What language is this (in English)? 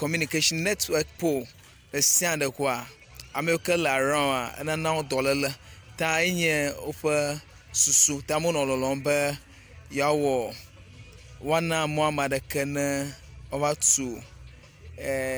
Ewe